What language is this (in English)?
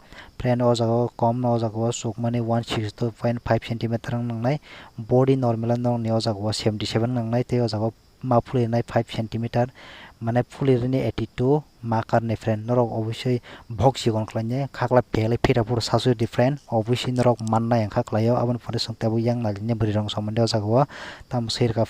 Kok Borok